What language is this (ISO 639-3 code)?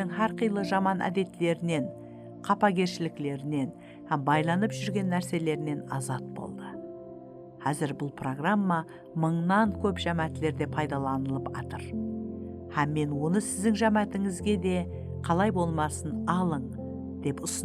kaa